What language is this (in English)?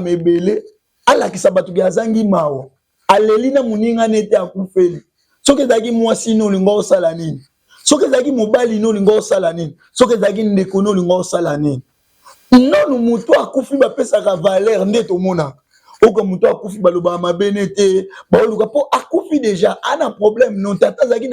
Lingala